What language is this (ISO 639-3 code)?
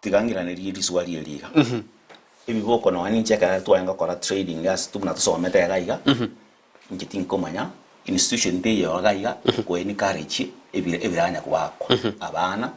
guz